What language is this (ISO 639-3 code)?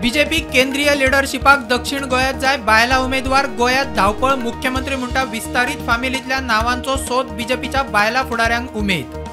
kok